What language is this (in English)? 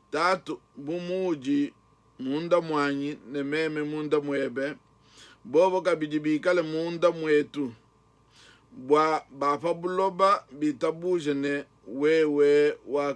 Luba-Lulua